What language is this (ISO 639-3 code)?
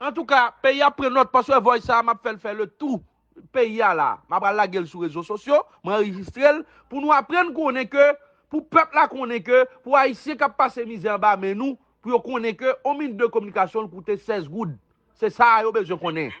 hat